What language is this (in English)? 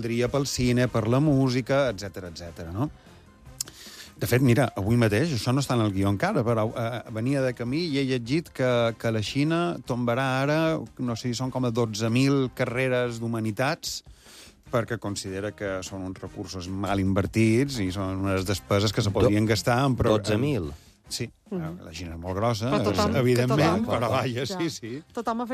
Catalan